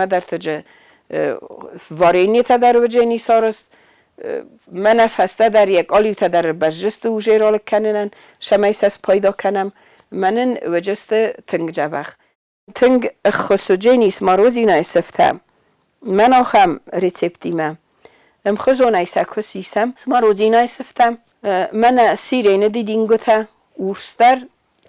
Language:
Ossetic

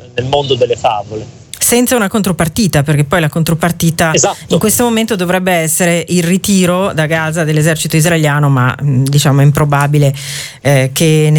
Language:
Italian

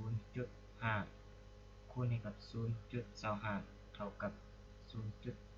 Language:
Lao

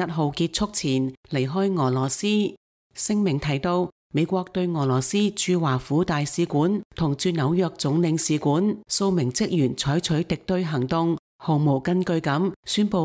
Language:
Cantonese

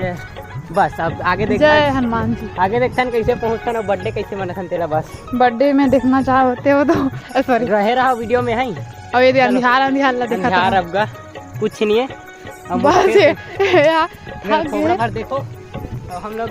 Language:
Chhattisgarhi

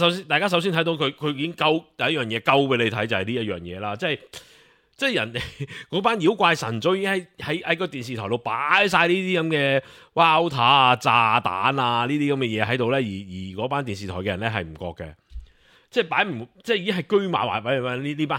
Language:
Cantonese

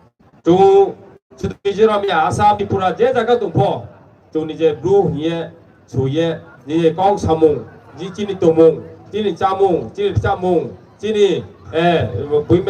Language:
Riang (India)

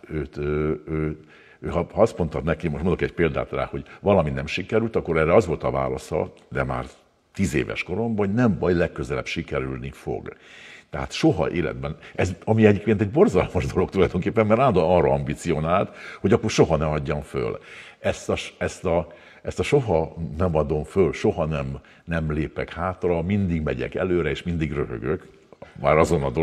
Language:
Hungarian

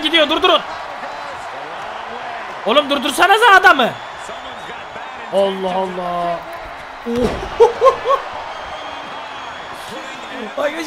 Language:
Turkish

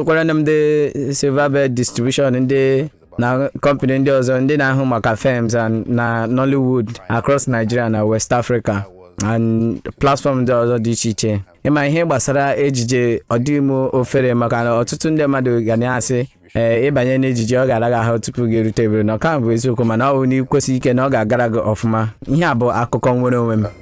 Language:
Igbo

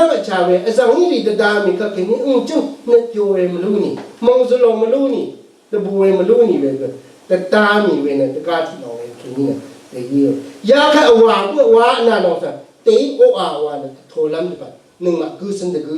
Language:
Rawang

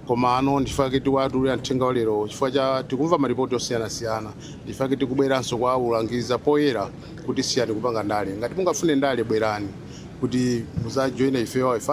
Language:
Nyanja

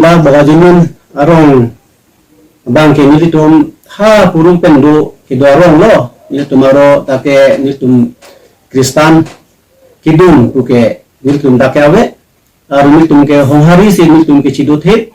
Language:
Karbi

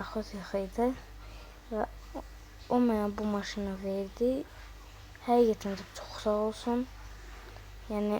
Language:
Azerbaijani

